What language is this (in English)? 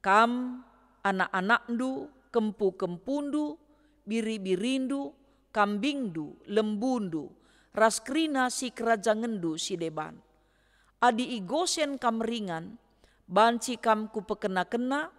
Batak Karo